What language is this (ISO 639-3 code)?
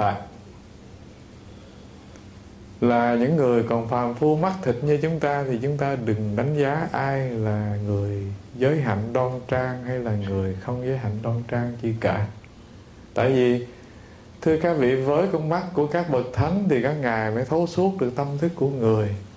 vie